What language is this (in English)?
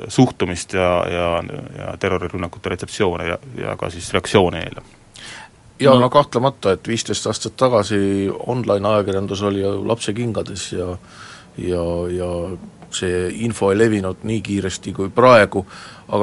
Estonian